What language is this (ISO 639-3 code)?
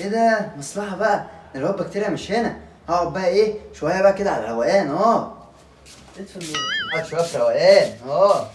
arz